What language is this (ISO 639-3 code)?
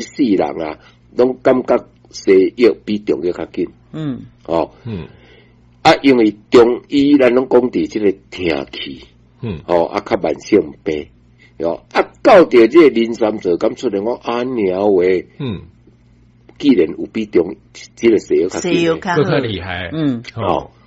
nan